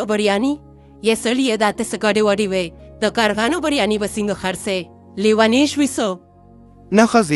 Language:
Pashto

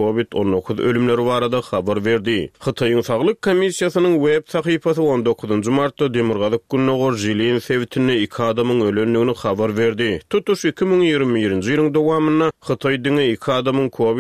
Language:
Turkmen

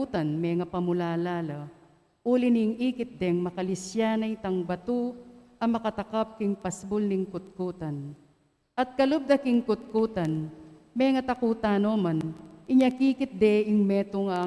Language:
Pampanga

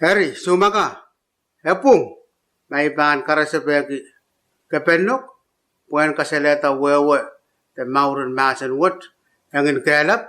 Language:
Pohnpeian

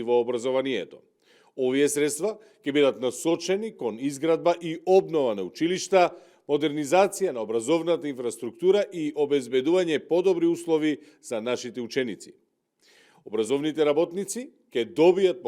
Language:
Macedonian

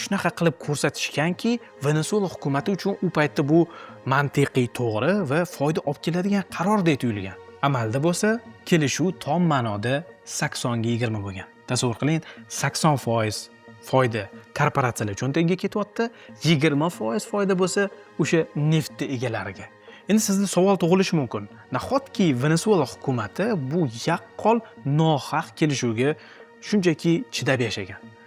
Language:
Uzbek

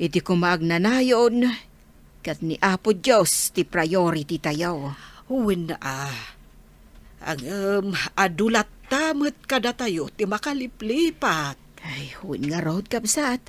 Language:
Iloko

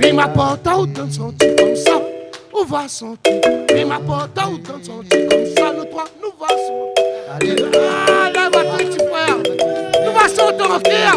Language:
Réunion Creole French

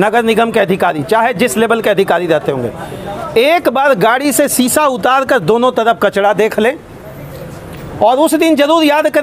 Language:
Hindi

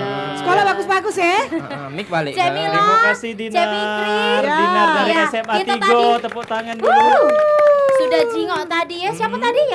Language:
Musi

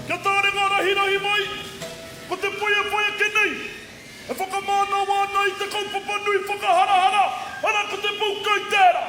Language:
Māori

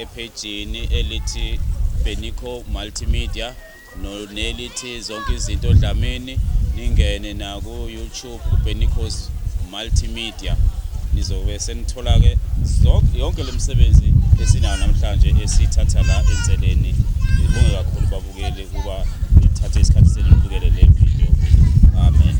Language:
Zulu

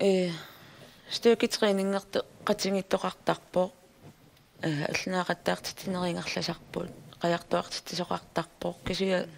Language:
Kalaallisut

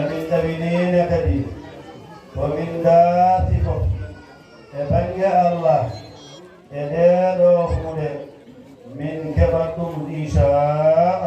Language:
Fula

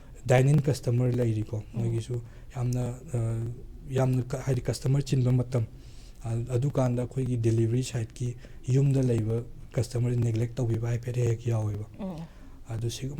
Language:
Manipuri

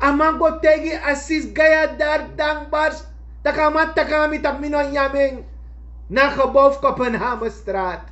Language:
Sranan Tongo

